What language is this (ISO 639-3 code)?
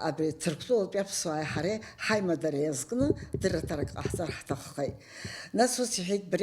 abk